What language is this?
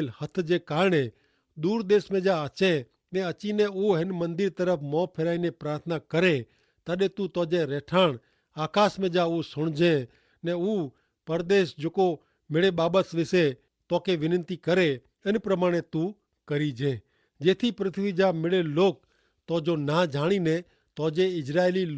Kachhi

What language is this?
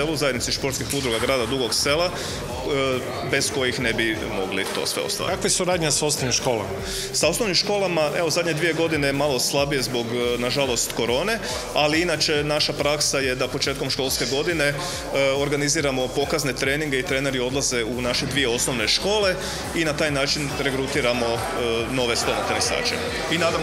Croatian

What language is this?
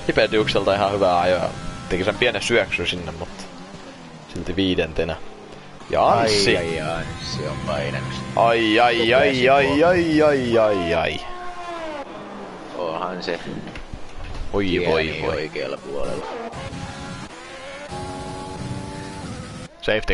Finnish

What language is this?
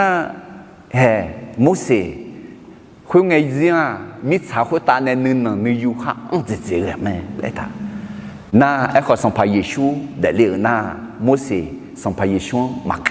Akha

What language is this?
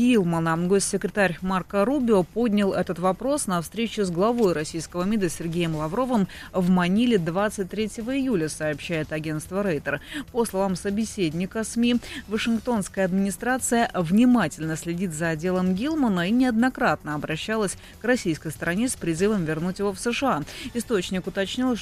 Russian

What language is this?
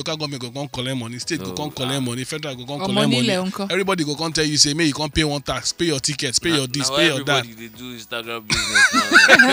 Nigerian Pidgin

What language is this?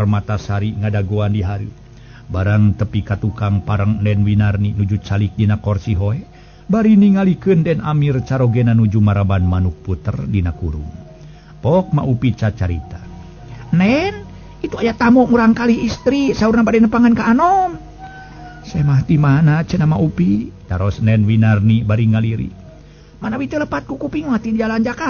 Sundanese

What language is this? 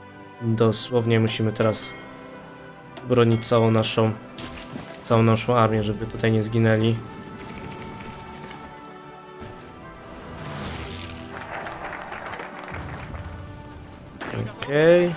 Polish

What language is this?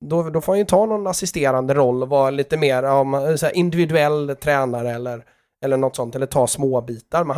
Swedish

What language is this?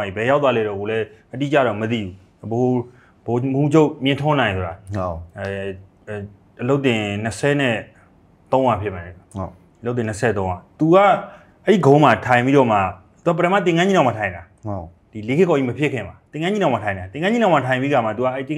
Burmese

